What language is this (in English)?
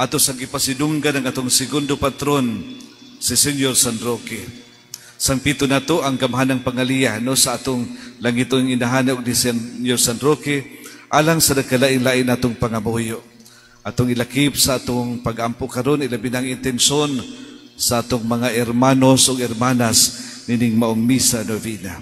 Cebuano